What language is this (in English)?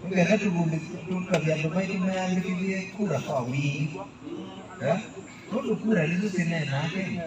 Kamba